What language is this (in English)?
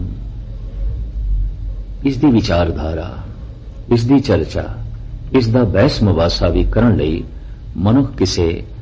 Punjabi